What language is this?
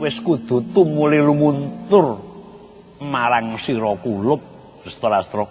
Javanese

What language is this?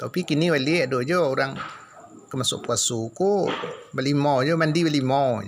Minangkabau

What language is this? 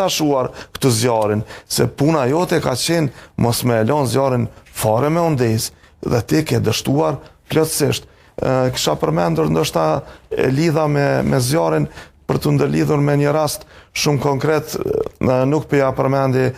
Albanian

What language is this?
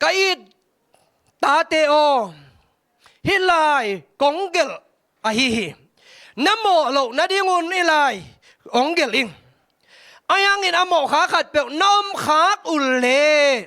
Tedim Chin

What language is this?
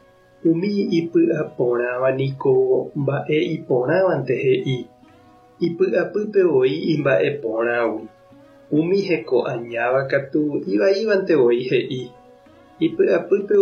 Guarani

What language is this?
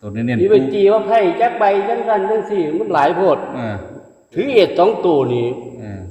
Northeastern Thai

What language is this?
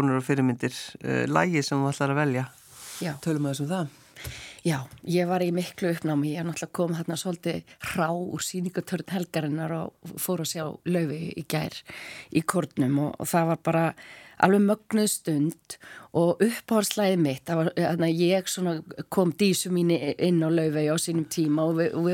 Icelandic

